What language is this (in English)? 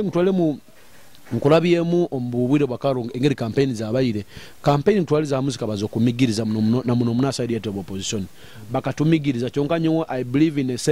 Nyoro